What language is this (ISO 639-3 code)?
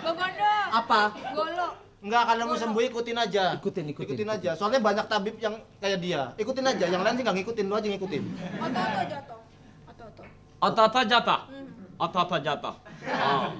bew